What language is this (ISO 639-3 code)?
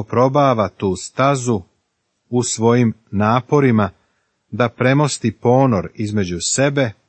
srp